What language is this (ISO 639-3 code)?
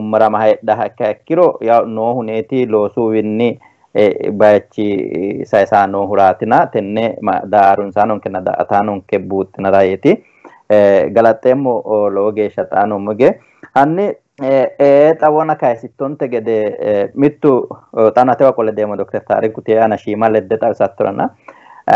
sid